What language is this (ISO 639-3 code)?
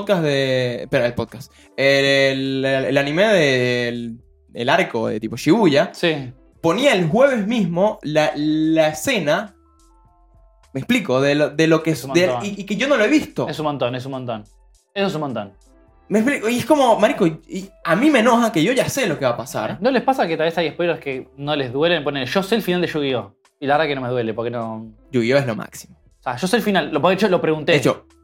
spa